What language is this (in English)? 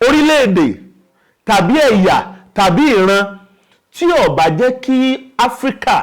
Yoruba